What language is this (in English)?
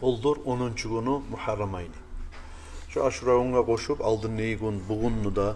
Kumyk